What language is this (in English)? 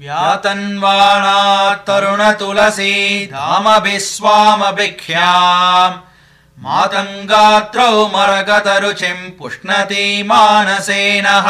Sanskrit